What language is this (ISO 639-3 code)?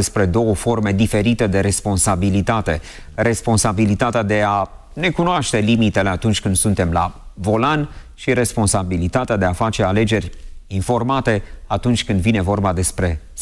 ron